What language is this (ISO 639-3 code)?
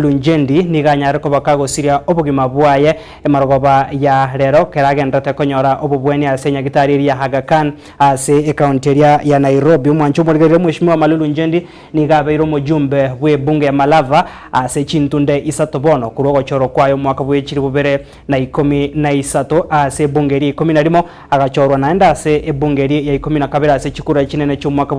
guz